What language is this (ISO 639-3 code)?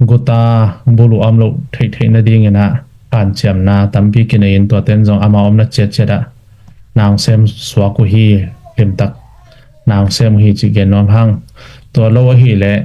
ctd